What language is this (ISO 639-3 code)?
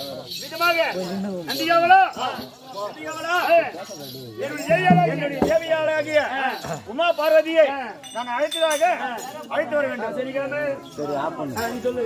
tam